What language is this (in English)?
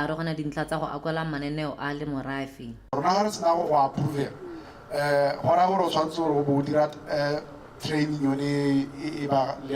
Tswana